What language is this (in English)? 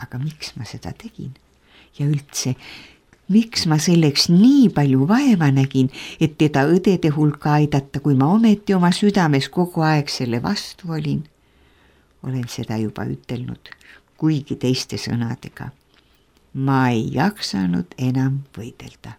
Estonian